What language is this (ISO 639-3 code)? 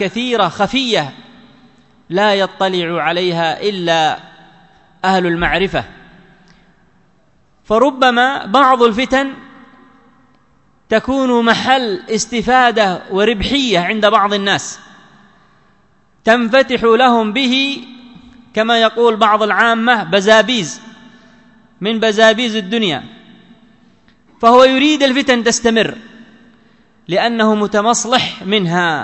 ara